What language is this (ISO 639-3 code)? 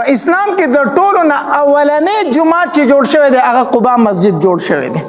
pus